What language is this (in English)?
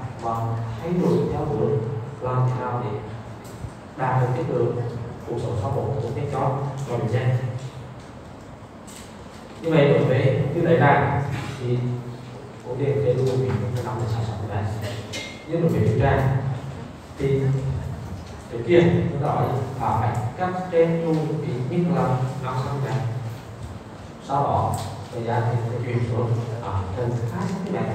Vietnamese